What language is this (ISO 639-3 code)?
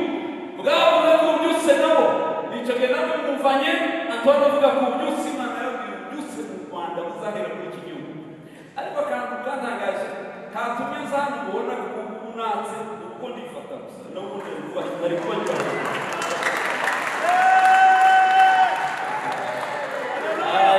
kin